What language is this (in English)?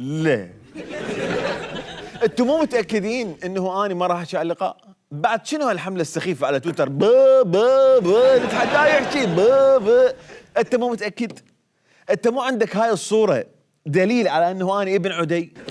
Mesopotamian Arabic